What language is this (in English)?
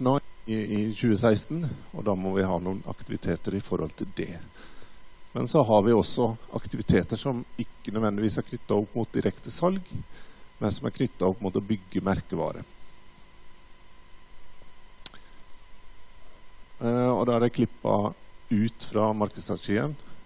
Norwegian